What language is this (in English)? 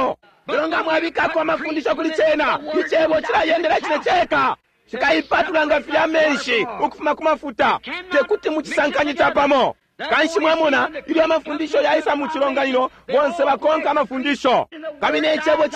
Bemba